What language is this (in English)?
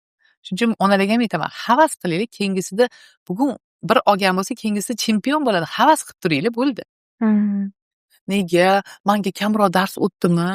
Uzbek